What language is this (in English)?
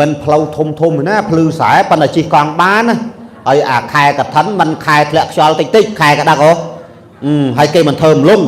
Khmer